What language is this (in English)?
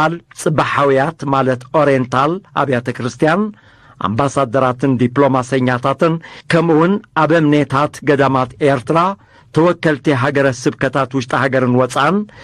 Tigrinya